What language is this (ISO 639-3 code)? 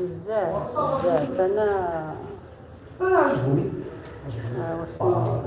arq